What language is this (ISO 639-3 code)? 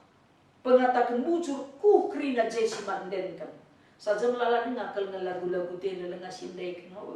btx